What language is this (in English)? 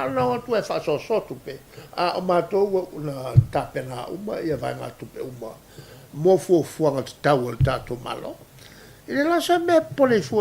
Samoan